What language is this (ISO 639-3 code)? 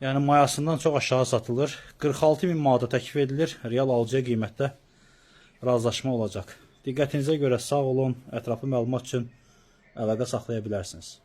aze